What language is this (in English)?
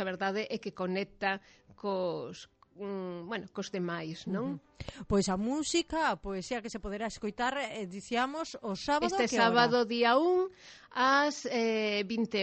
Galician